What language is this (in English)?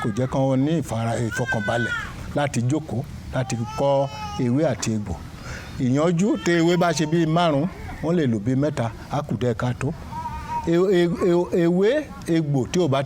Yoruba